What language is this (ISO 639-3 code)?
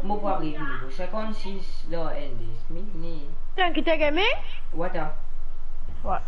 mfe